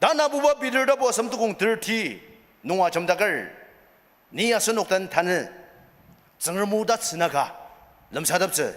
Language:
Ao Naga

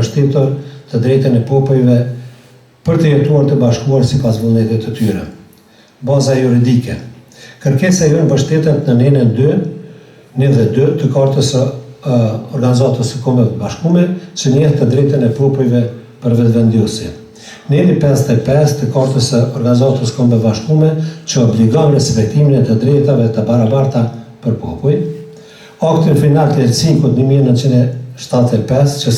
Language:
Albanian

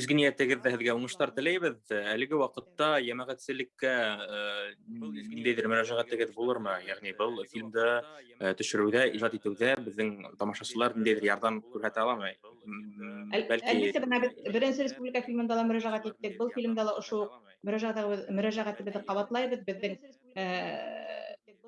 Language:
Bashkir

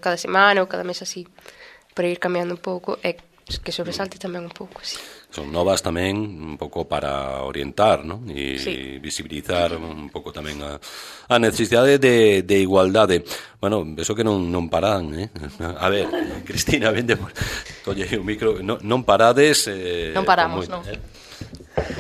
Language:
Galician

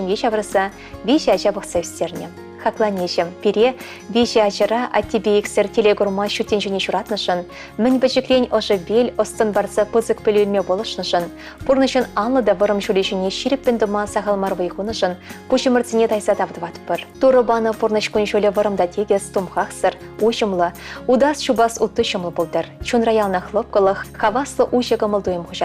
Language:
Chuvash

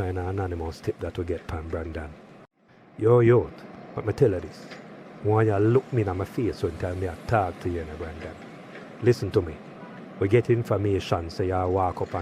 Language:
Jamaican Creole English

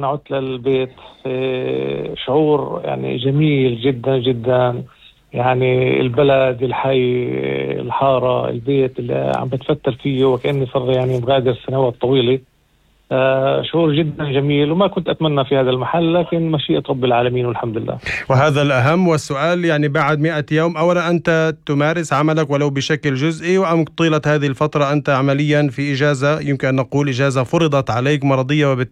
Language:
North Levantine Arabic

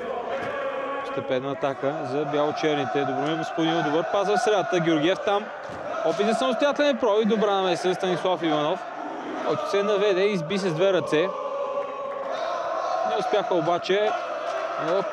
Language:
Bulgarian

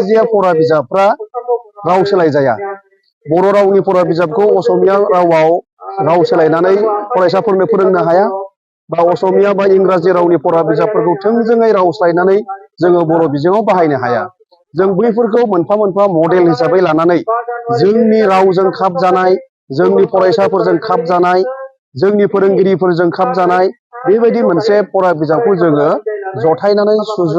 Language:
Bodo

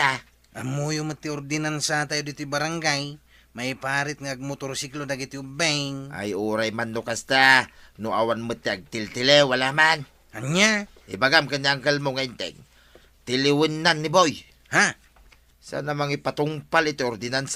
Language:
Iloko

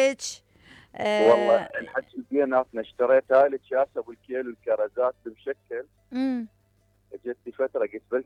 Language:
Mesopotamian Arabic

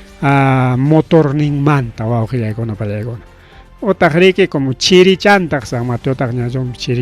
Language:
Ayacucho Quechua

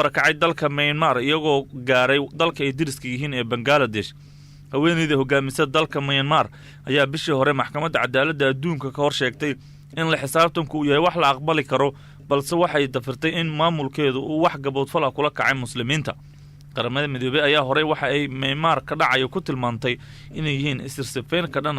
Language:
Somali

